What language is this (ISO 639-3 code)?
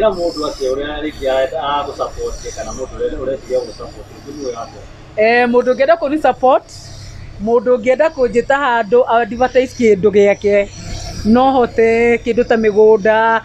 kik